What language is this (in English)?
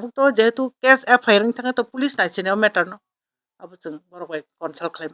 Kok Borok